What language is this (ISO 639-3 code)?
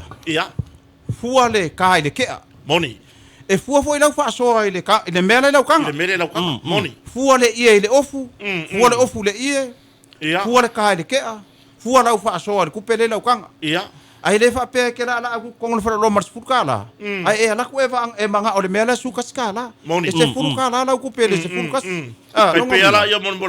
smo